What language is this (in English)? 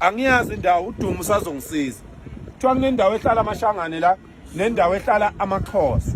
Zulu